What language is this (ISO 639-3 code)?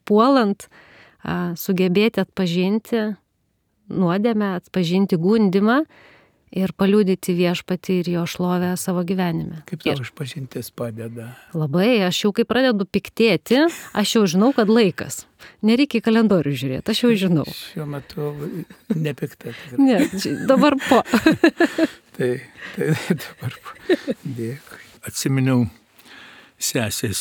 lit